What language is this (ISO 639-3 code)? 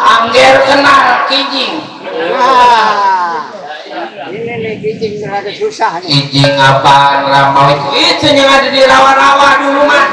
bew